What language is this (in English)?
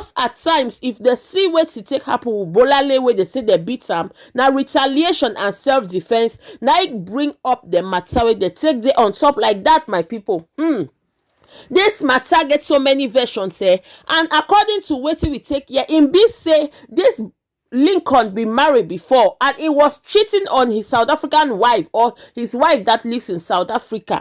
Nigerian Pidgin